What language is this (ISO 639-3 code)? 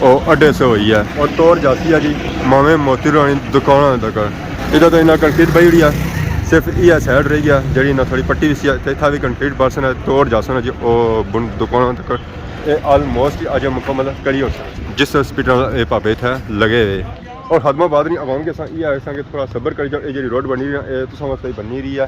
phr